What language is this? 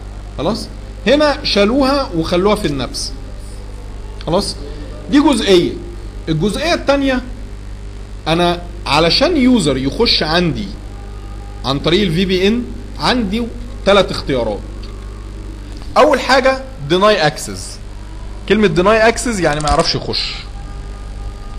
Egyptian Arabic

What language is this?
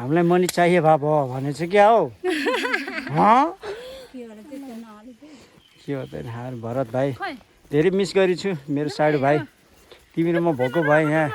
Nepali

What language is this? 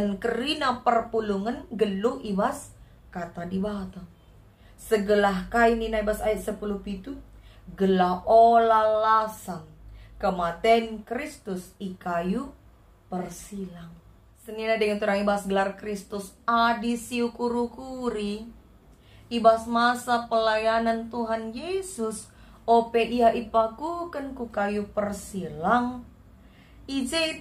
Batak Karo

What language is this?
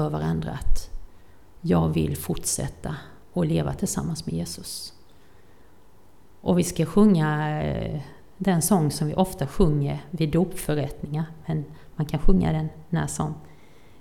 Swedish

